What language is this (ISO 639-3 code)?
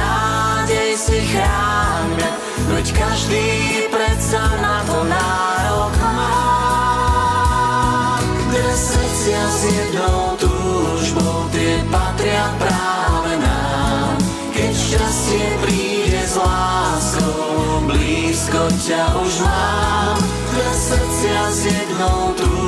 slk